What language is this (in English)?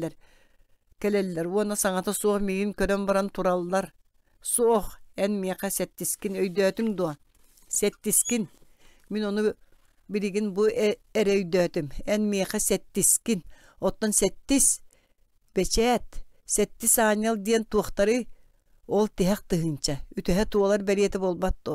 Yakut